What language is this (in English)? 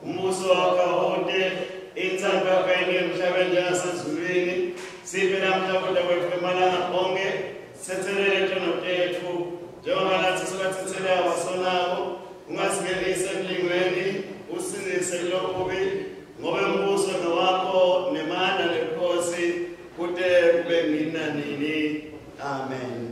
Swati